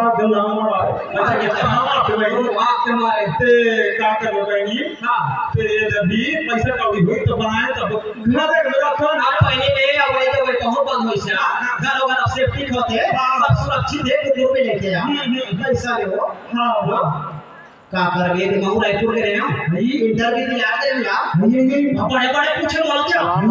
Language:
Chhattisgarhi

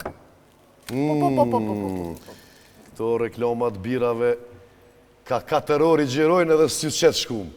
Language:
Albanian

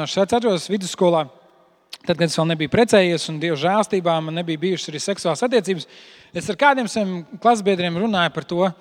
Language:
Latvian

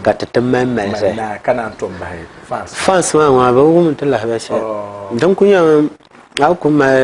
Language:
Dagbani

